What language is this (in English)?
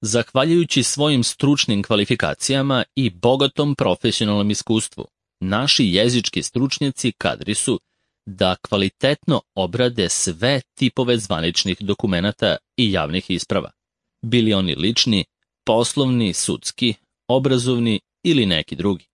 Serbian